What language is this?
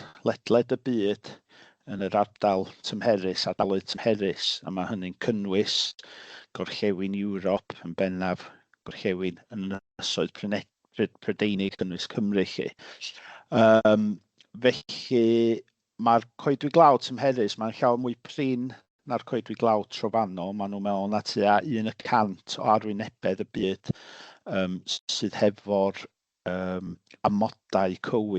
Welsh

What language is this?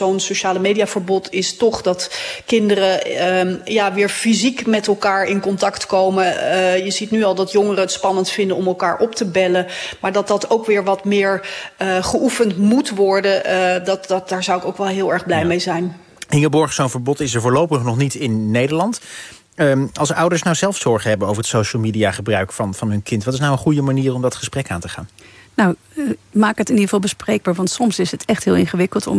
Dutch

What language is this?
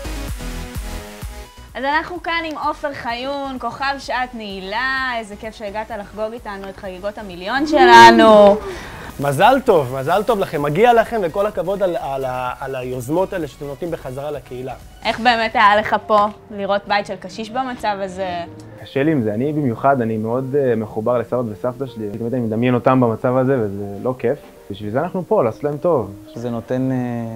Hebrew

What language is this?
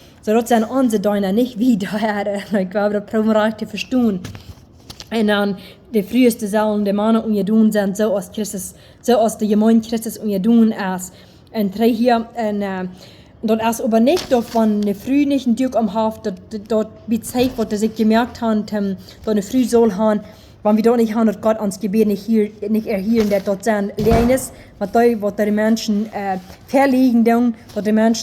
Plautdietsch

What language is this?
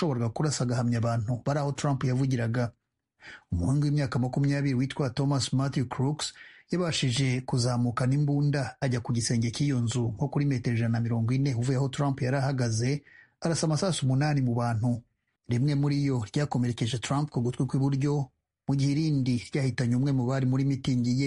Kinyarwanda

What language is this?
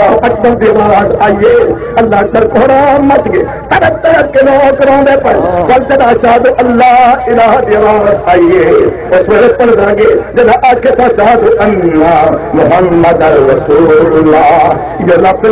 Saraiki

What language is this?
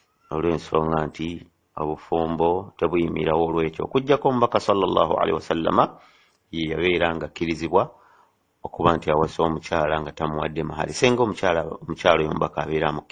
Ganda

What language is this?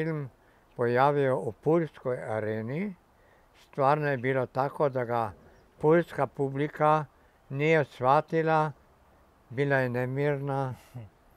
Croatian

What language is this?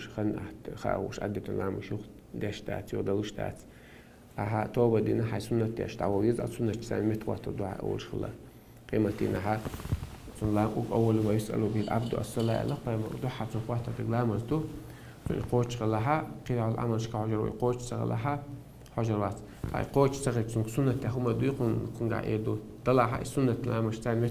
Chechen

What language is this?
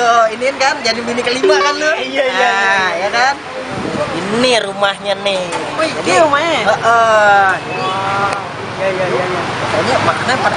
Betawi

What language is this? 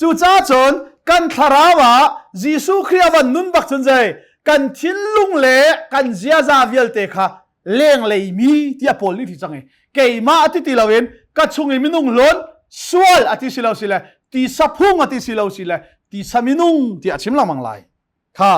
Hakha Chin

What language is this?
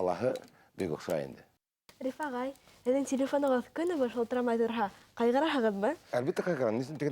Bashkir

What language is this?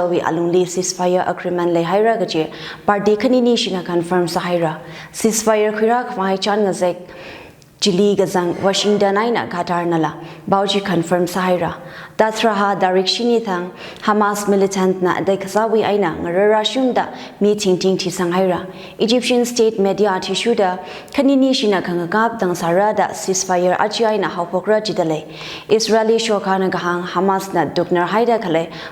Tangkhul Naga (India)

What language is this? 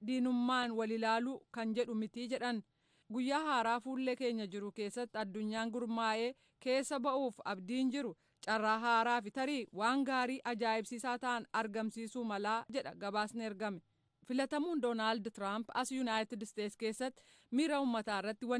Oromo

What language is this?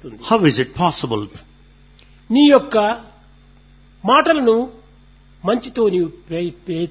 Telugu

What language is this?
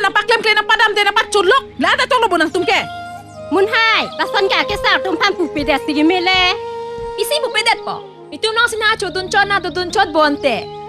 Karbi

